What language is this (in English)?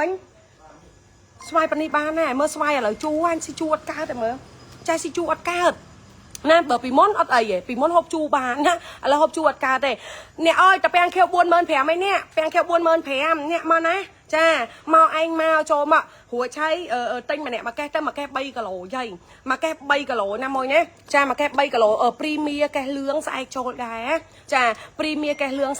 Khmer